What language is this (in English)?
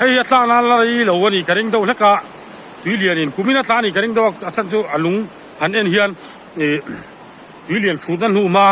Mizo